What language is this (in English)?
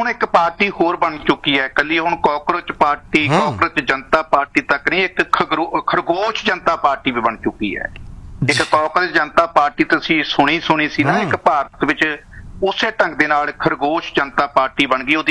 Punjabi